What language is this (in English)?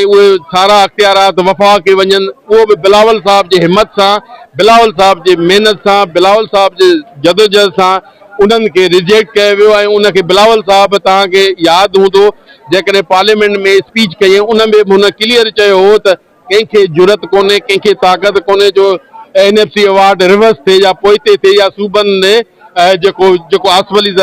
Sindhi